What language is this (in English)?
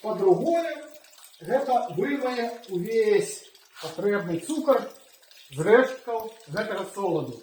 Belarusian